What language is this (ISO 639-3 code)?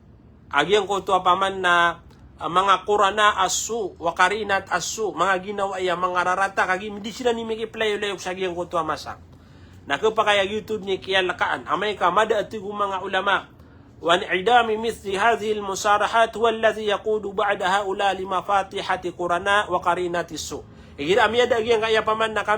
mrw